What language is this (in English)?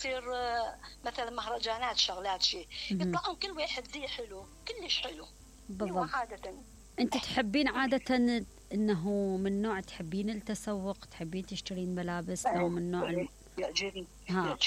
Mesopotamian Arabic